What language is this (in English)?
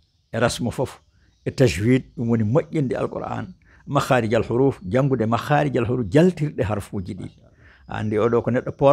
Fula